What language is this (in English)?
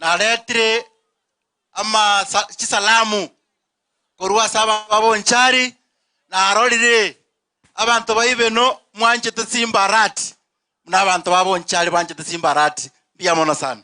Gusii